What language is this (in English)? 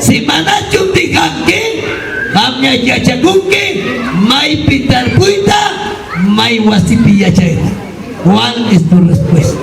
Ayacucho Quechua